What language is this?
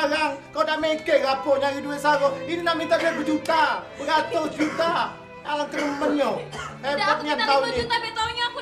Musi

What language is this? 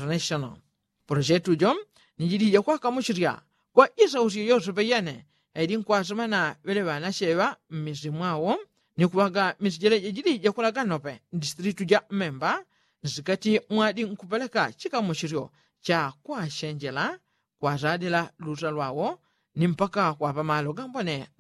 Yao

